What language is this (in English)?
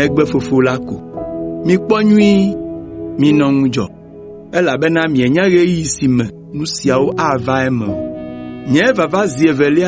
Ewe